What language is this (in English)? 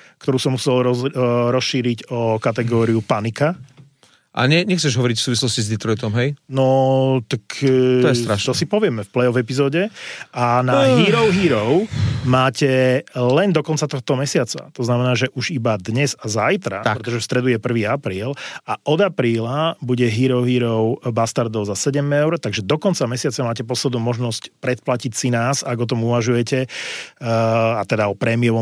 Slovak